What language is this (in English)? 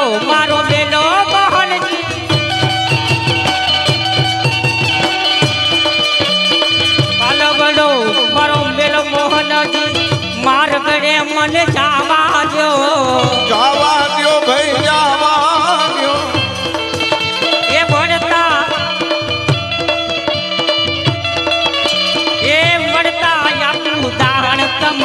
Gujarati